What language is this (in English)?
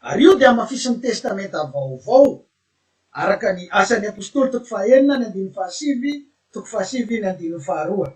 Malagasy